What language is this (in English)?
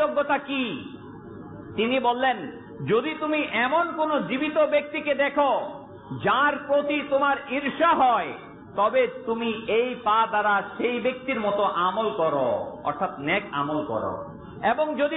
Bangla